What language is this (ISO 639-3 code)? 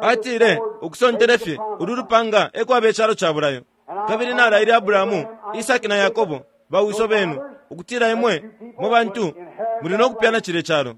bem